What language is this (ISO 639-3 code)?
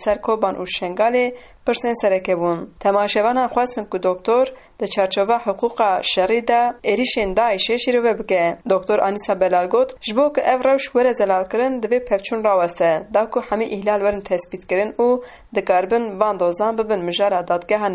kur